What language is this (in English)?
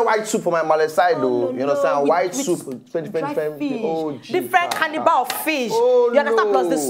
Nigerian Pidgin